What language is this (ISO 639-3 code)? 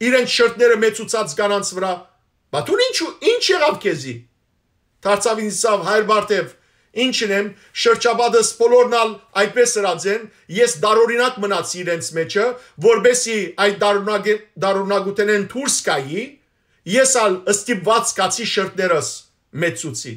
hyw